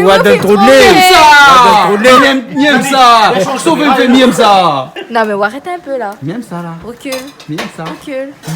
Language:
Réunion Creole French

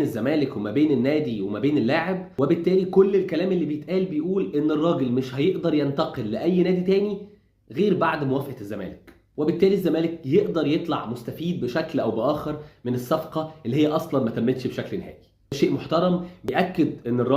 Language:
Egyptian Arabic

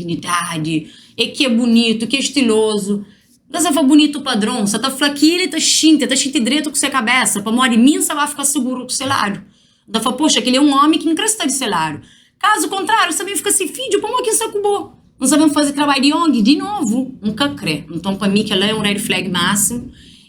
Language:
Kabuverdianu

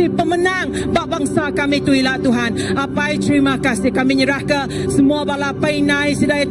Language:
Iban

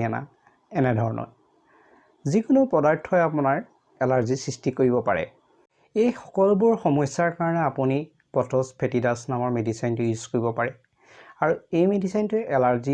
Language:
Assamese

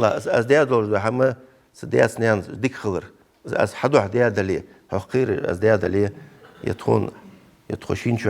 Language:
Ingush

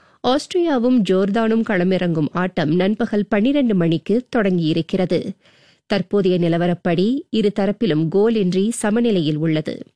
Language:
Tamil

